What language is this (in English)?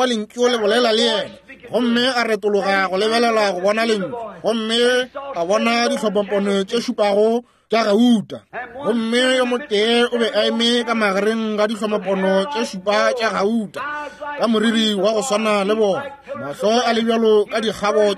Northern Sotho